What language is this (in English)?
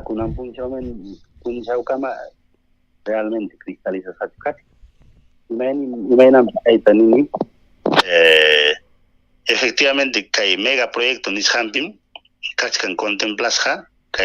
Ayacucho Quechua